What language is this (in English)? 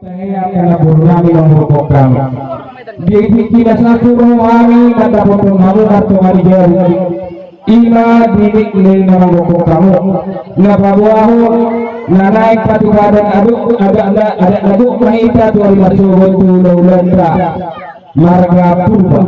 Batak Toba